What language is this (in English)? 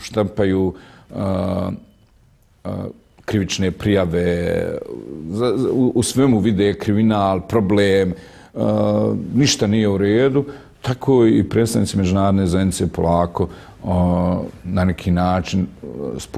Bosnian